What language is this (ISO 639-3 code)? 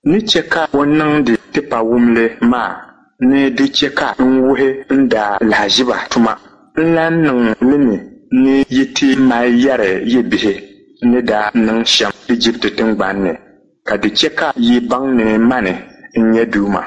dag